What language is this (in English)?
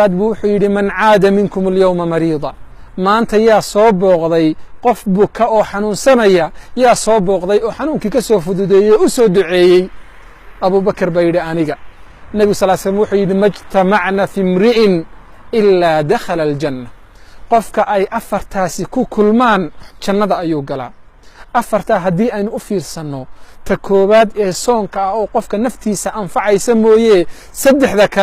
Somali